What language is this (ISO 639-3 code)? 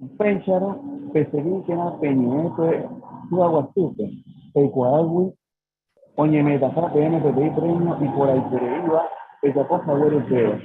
grn